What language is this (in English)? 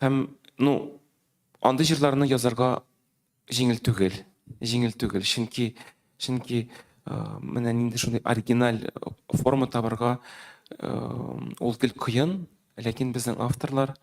Tatar